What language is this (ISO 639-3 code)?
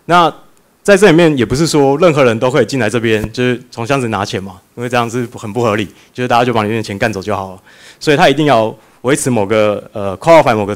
zho